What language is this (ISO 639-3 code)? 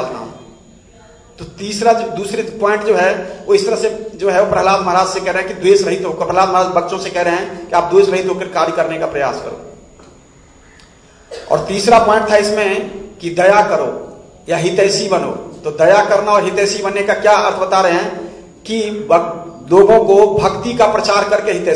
hin